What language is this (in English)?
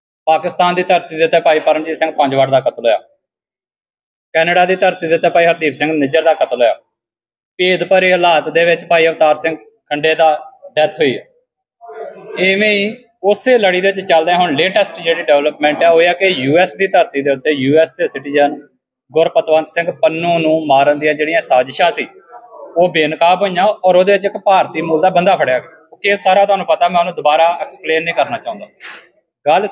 Punjabi